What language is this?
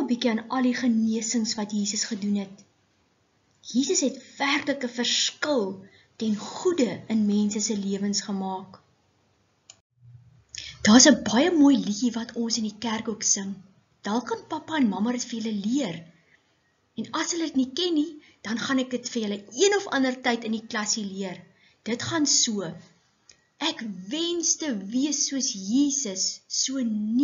Afrikaans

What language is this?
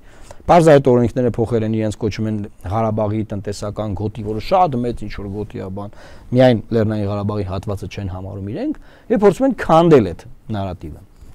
Armenian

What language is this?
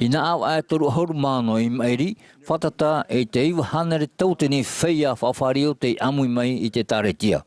Tahitian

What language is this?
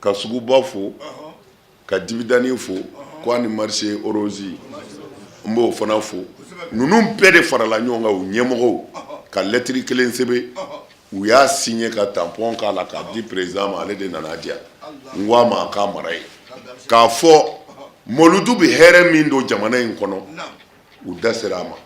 Bambara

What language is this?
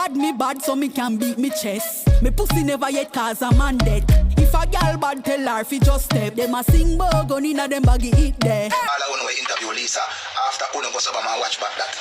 Jamaican Creole English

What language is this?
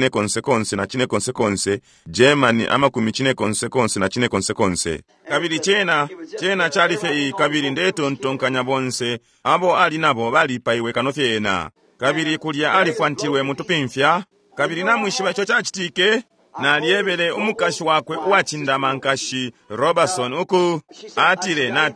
Bemba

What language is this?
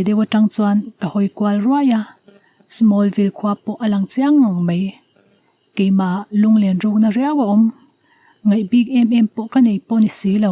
Mizo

